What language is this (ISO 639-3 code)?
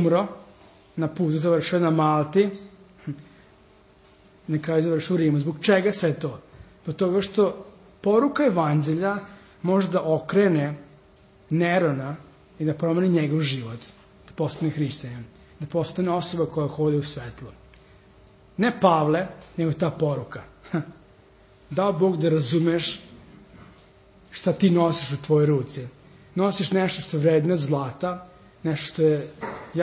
srp